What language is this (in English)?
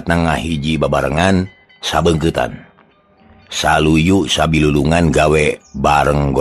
Sundanese